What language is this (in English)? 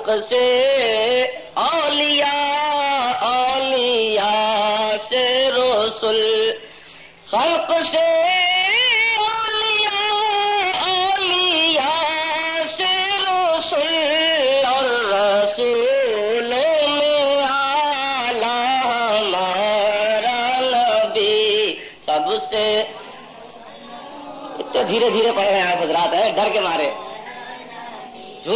Urdu